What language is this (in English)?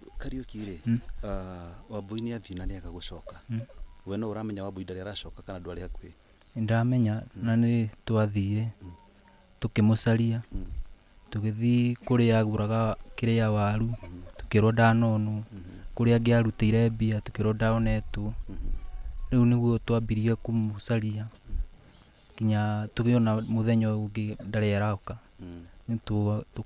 Kikuyu